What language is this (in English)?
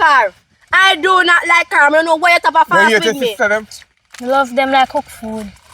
Jamaican Creole English